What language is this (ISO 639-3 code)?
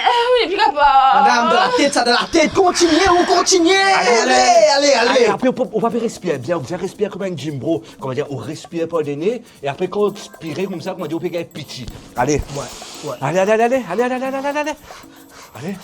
mfe